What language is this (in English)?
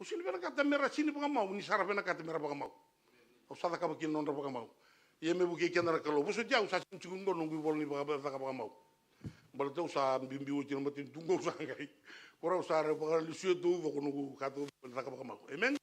Fijian